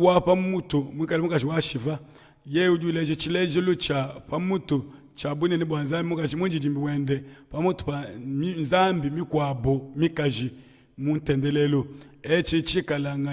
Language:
Luba-Lulua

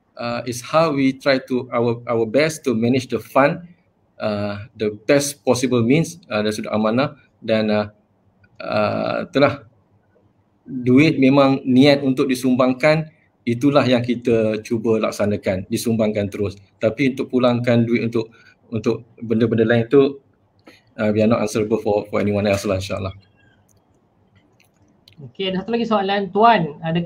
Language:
Malay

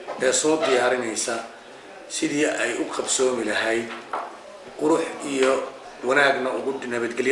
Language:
Somali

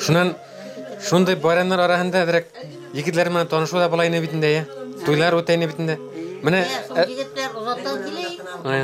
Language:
Bashkir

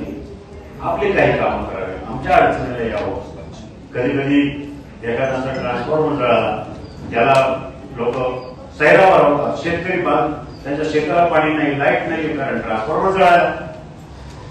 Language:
Marathi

